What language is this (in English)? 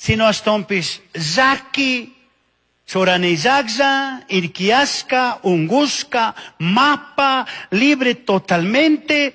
Chimborazo Highland Quichua